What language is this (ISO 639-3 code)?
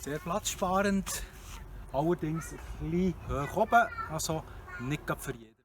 gsw